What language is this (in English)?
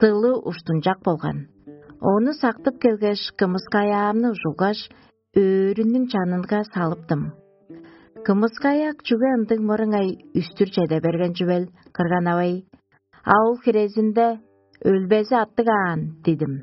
Tuvinian